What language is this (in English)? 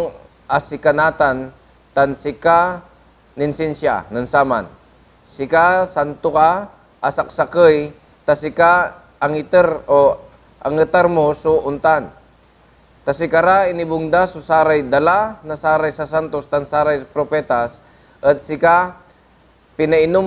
Pangasinan